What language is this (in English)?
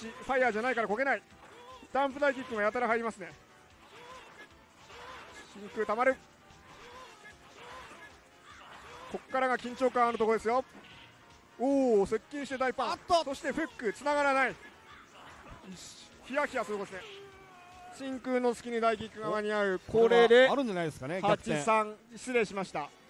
Japanese